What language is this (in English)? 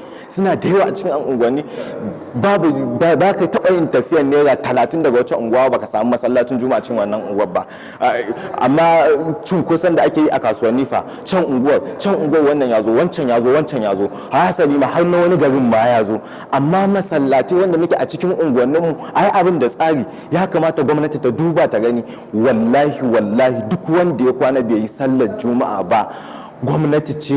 Hausa